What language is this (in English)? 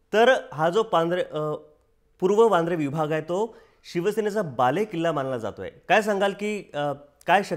Marathi